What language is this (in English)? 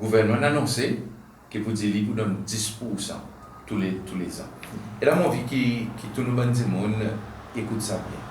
Seselwa Creole French